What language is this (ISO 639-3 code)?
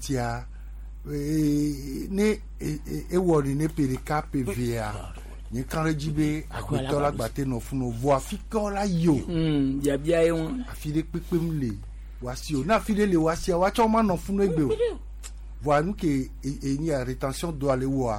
gej